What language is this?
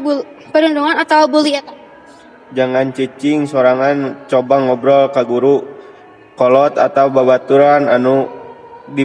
Sundanese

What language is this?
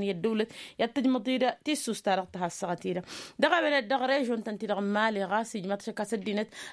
Tamasheq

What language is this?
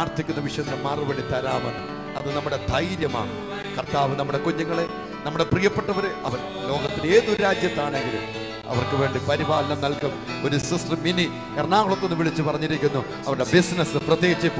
Malayalam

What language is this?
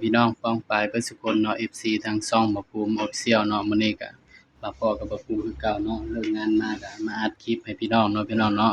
Northeastern Thai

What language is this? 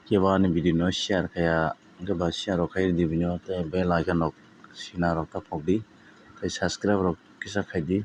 Kok Borok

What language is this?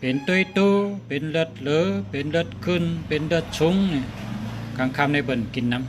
Shan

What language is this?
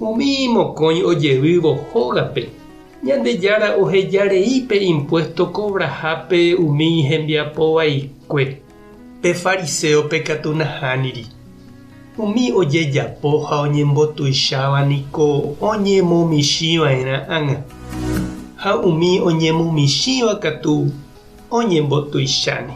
Guarani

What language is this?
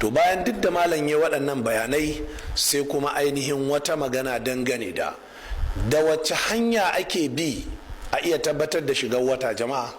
Hausa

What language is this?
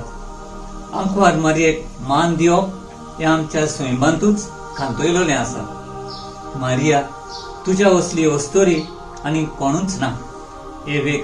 Konkani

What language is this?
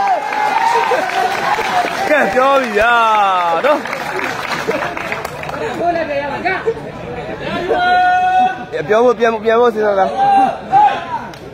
Burmese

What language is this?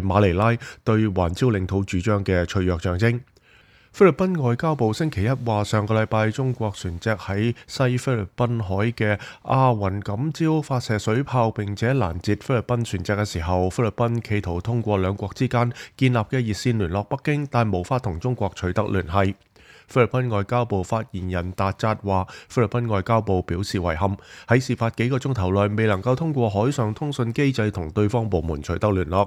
Cantonese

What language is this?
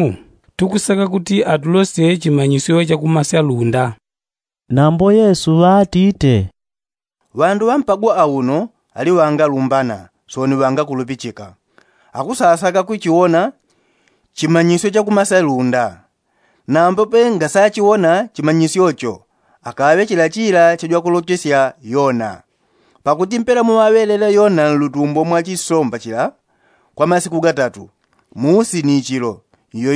Yao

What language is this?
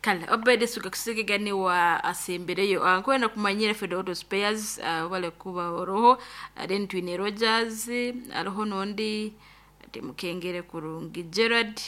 Nyoro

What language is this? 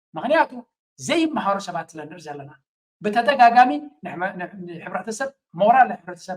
Tigrinya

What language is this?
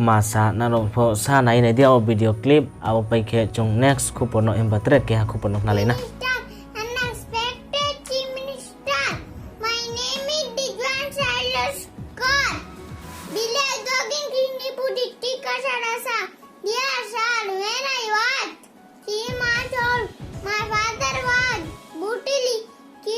Riang (India)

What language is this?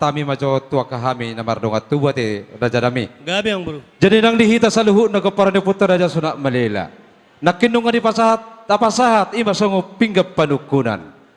Batak Toba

